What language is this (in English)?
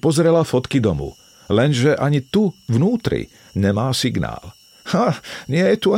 Slovak